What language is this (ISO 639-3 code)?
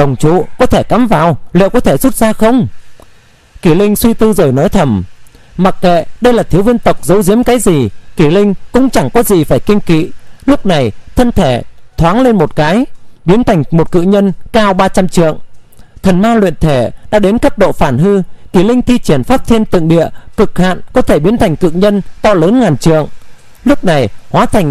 vie